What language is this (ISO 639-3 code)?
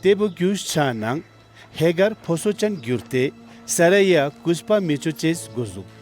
lbj